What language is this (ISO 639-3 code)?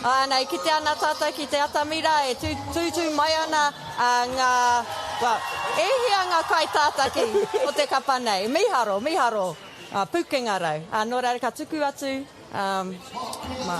mri